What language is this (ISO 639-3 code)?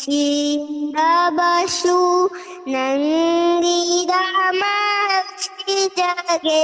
mni